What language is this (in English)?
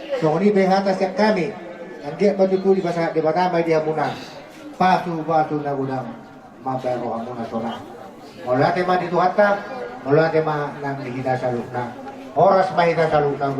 Batak Toba